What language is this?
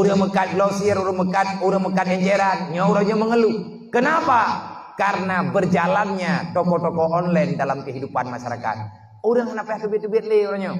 Achinese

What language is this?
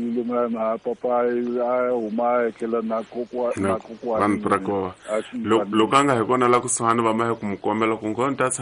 Tsonga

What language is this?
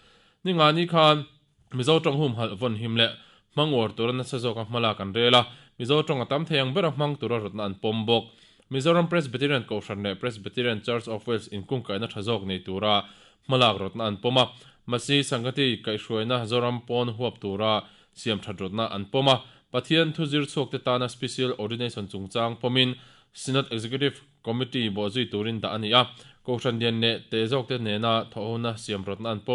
Mizo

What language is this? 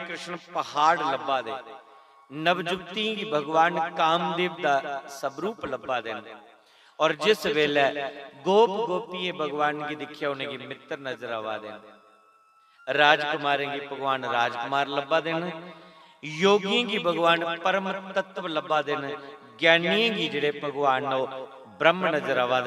Dogri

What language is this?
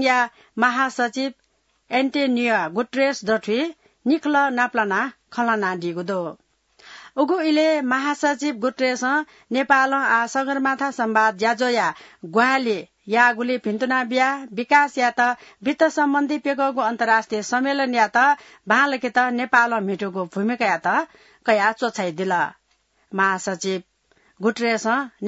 Newari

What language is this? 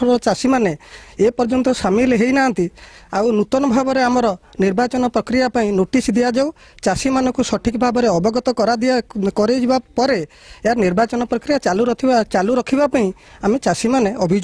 Odia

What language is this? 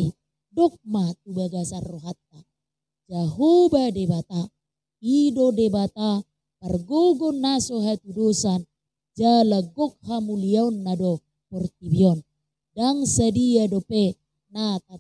Batak Toba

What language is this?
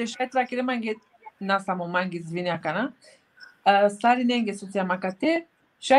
Balkan Romani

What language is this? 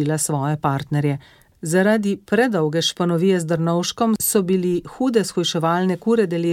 Slovenian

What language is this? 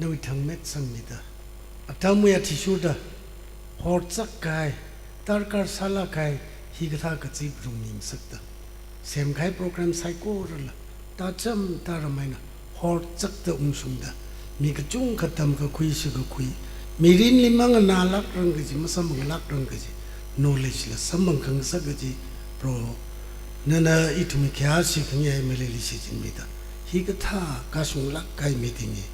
Tangkhul Naga (India)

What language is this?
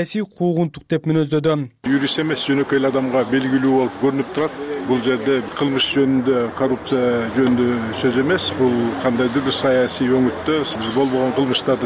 Kyrgyz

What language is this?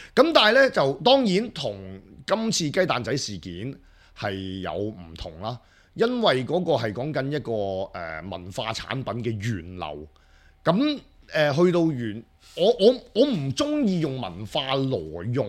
Cantonese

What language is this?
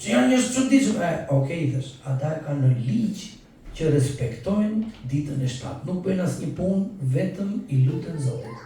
Albanian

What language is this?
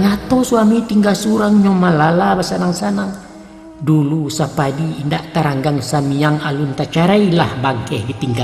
Minangkabau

